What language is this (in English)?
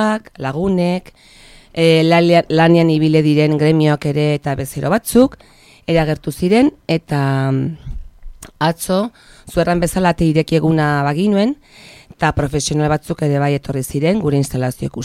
Basque